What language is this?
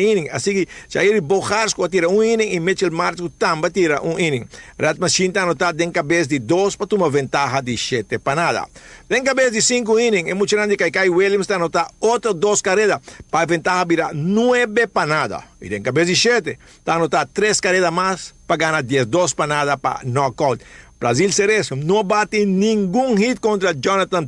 Papiamento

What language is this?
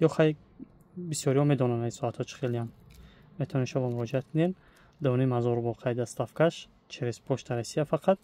Tajik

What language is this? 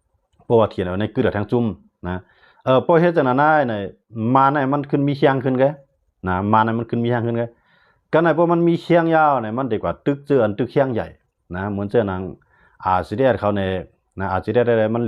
Shan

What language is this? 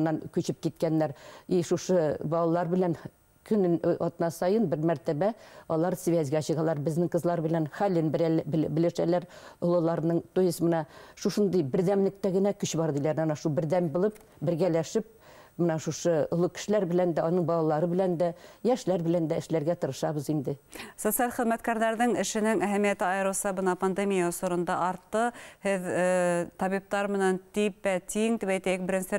Bashkir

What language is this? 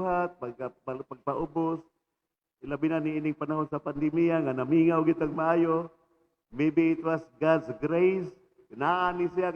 Cebuano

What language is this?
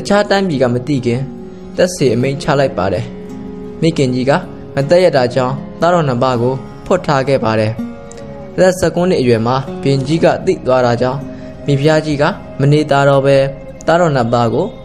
Burmese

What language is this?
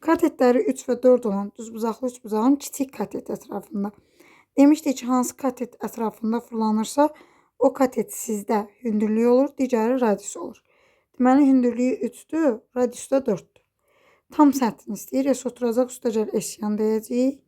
Azerbaijani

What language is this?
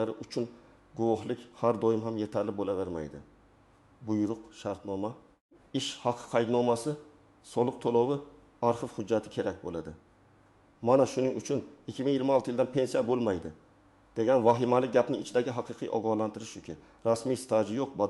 Uzbek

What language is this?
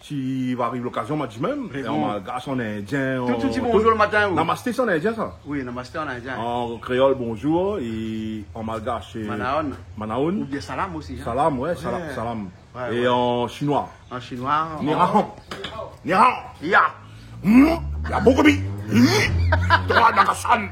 Réunion Creole French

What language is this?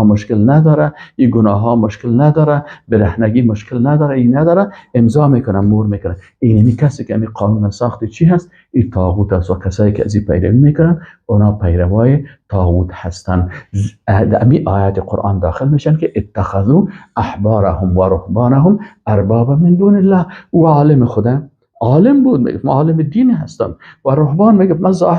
Persian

